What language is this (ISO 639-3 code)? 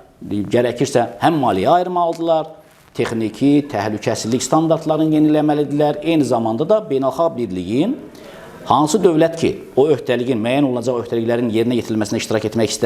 aze